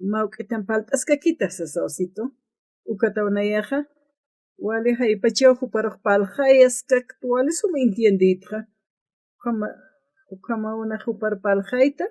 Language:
Aymara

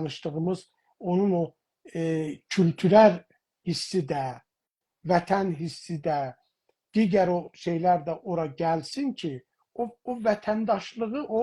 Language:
South Azerbaijani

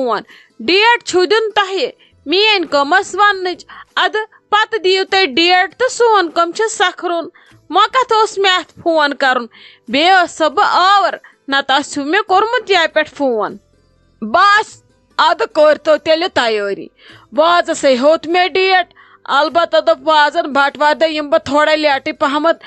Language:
Kashmiri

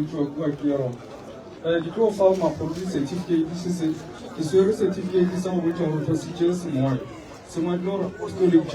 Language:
Northern Sotho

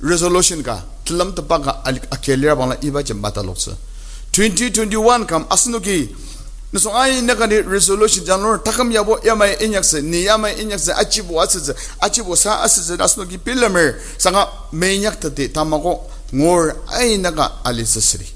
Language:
Ao Naga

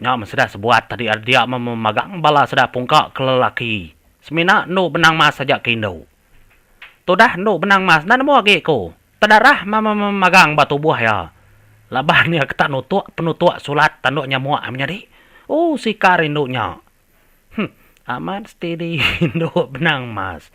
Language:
Iban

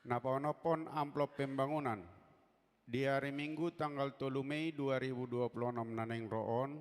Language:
Batak Toba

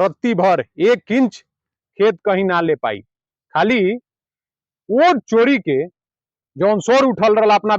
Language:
Bhojpuri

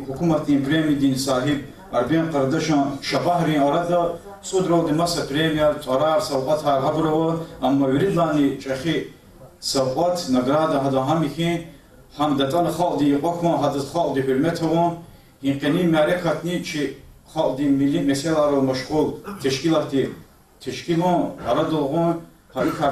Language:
Lezghian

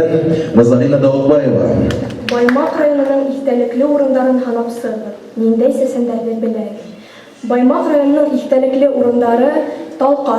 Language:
Bashkir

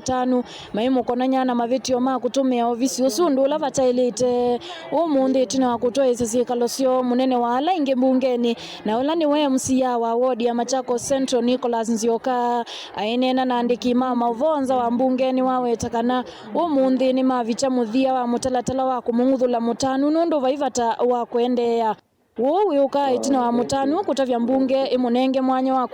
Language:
Kamba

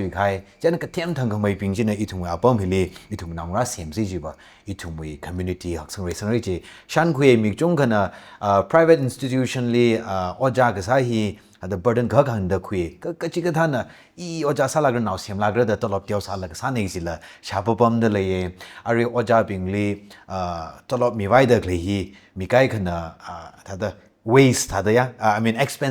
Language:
Tangkhul Naga (India)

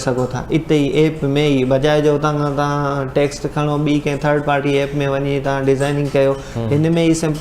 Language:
Sindhi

